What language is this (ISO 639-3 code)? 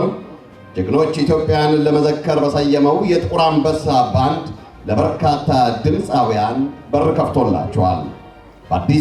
amh